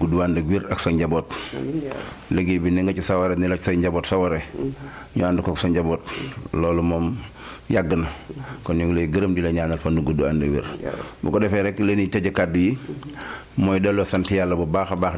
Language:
Wolof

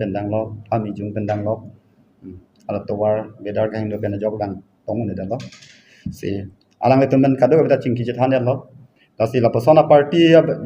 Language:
Karbi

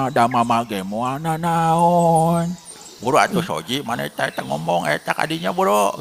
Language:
Sundanese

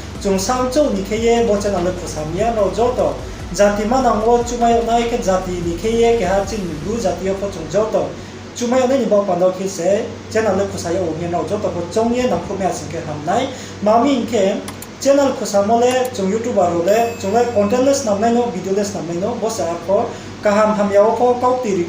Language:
Riang (India)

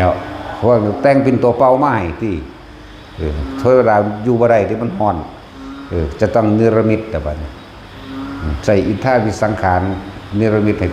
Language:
Northeastern Thai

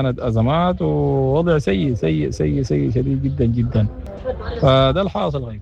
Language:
Sudanese Arabic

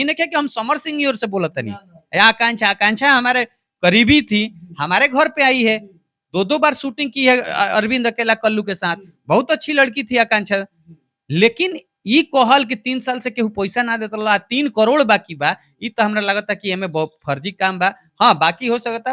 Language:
Bhojpuri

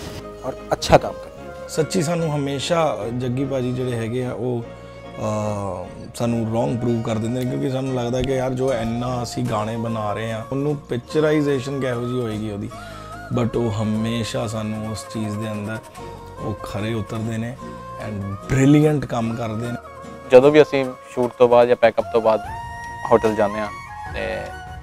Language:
Punjabi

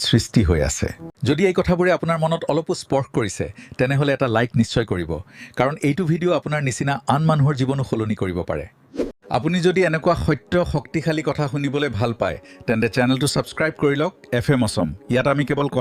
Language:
Assamese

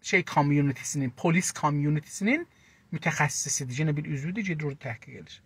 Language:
South Azerbaijani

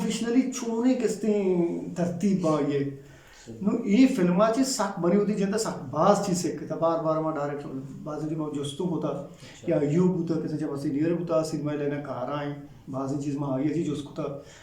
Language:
Eastern Balochi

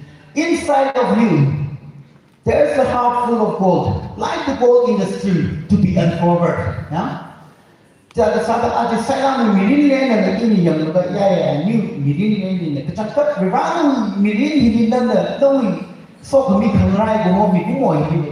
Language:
Tangkhul Naga (India)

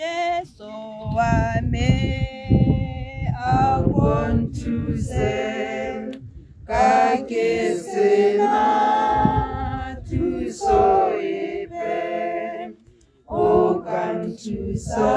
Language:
Tswana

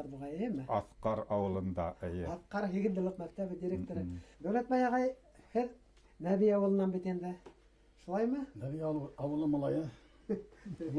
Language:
Bashkir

